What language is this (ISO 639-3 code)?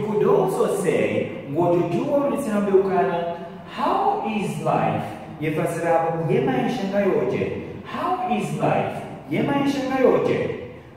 zdj